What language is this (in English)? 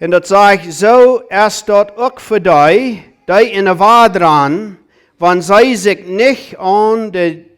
Plautdietsch